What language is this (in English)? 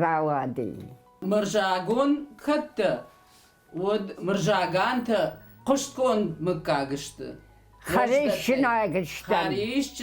Ossetic